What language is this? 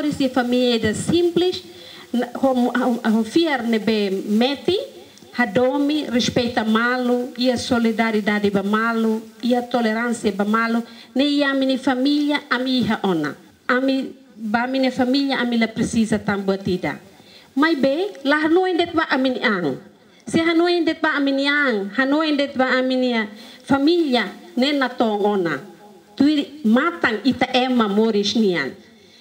Tetum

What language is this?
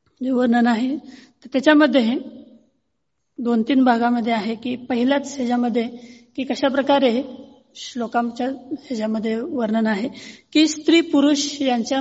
Marathi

